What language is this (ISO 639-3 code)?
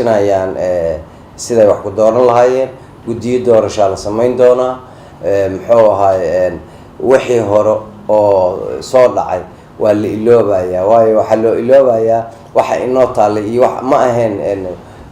som